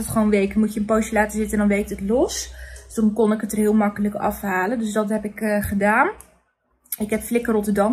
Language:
Dutch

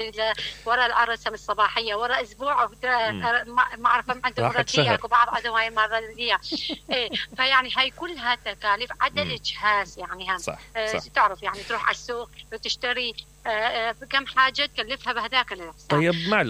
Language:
Mesopotamian Arabic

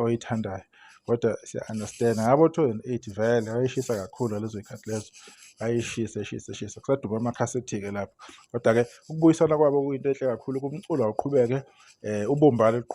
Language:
Zulu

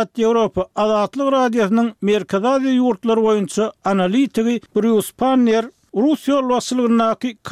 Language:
Turkmen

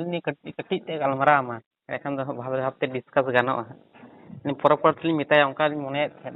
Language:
Santali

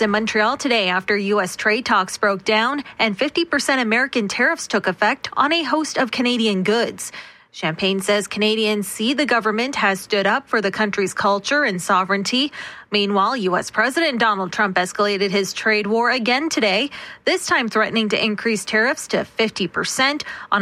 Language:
English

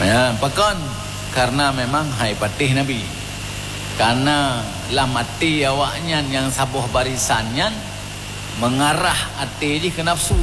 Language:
Achinese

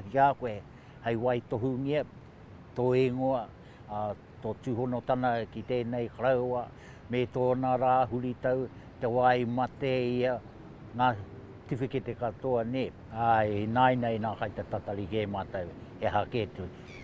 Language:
Māori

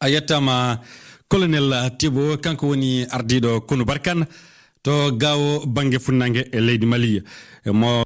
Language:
Fula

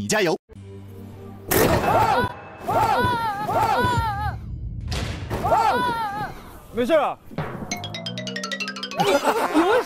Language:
Chinese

